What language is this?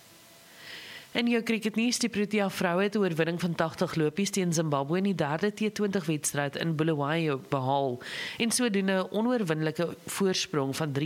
Afrikaans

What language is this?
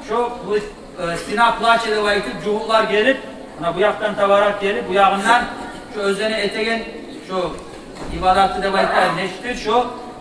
Kumyk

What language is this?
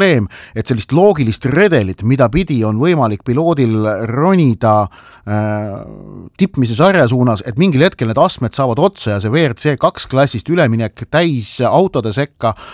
Estonian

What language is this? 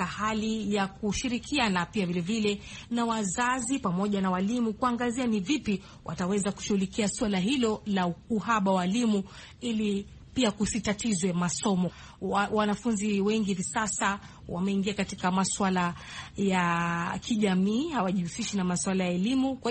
Swahili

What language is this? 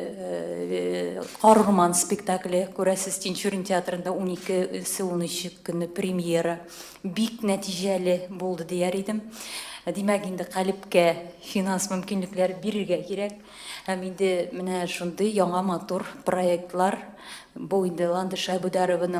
Tatar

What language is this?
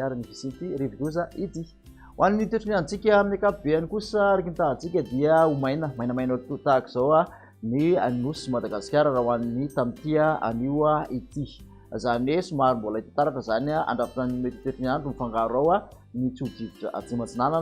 Malagasy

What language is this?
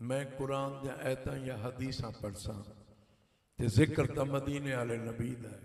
Saraiki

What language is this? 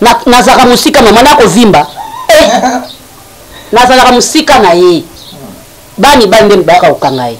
Lingala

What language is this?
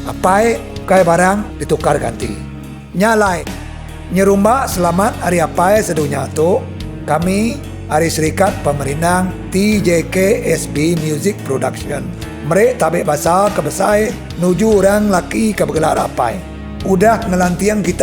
Iban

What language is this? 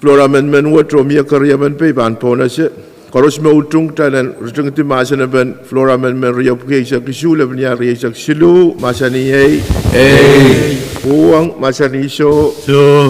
Pohnpeian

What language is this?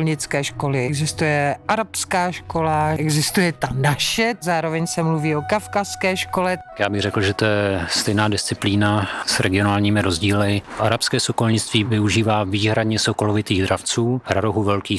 Czech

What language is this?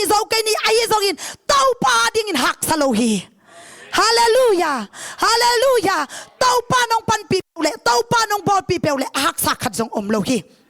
Tedim Chin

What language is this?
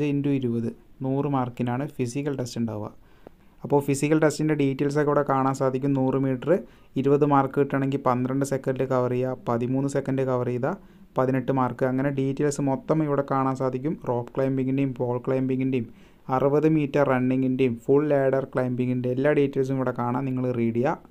Malayalam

